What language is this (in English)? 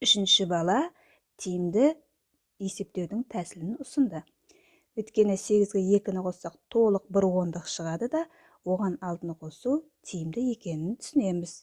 Kazakh